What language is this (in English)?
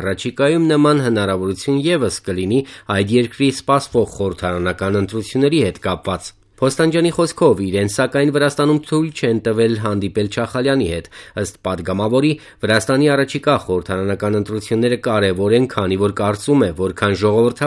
Armenian